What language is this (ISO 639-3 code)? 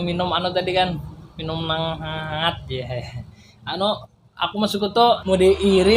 bjn